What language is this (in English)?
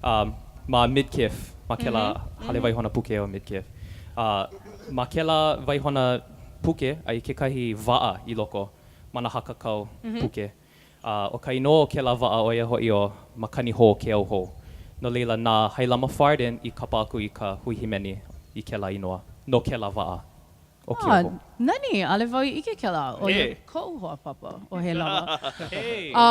Hawaiian